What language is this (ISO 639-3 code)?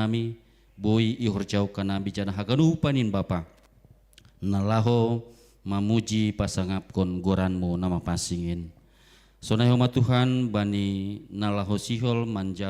bts